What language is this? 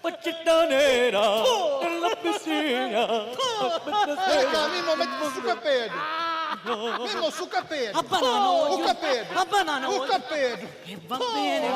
Sicilian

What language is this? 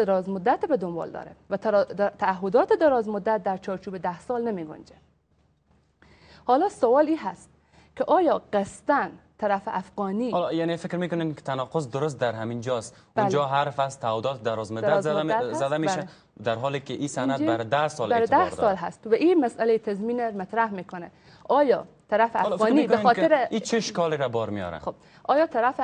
Persian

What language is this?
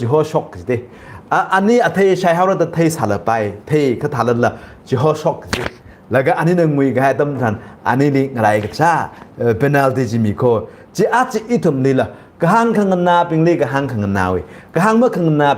Tangkhul Naga (India)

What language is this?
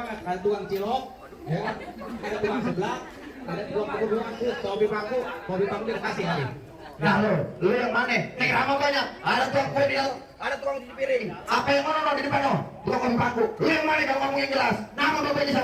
Betawi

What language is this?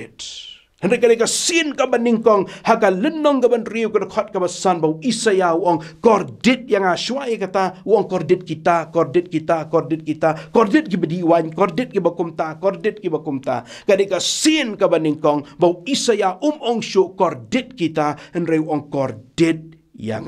Khasi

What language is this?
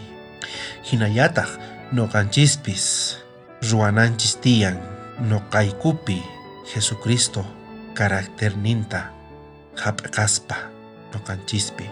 South Bolivian Quechua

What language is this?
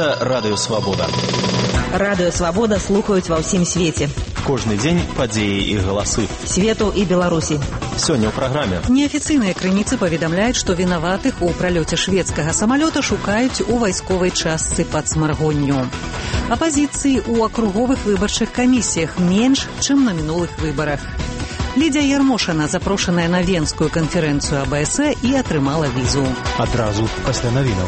Belarusian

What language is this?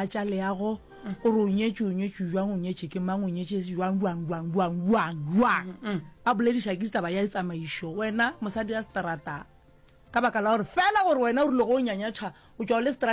Northern Sotho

